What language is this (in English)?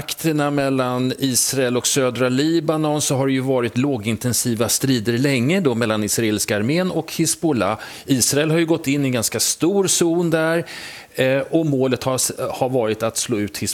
Swedish